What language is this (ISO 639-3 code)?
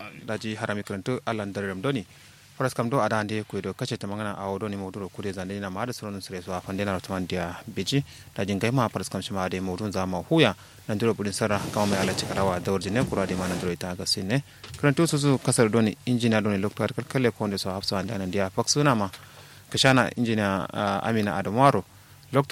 kau